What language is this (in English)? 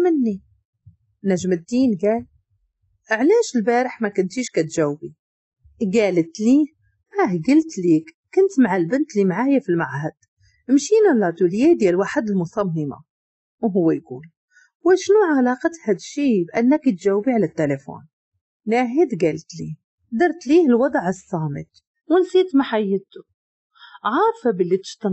Moroccan Arabic